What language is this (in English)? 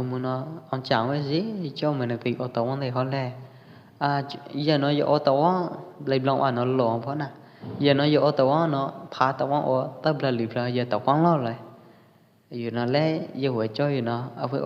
Pwo Eastern Karen